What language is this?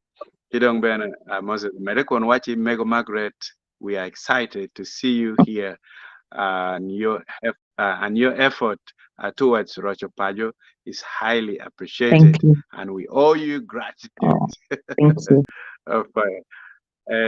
Acoli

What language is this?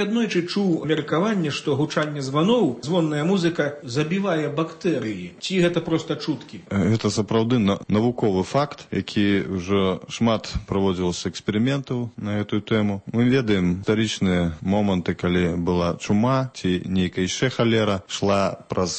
Belarusian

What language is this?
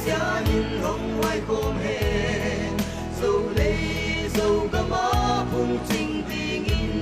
Paite Chin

